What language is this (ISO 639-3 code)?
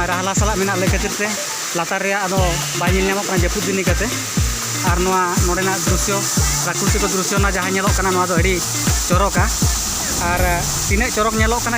sat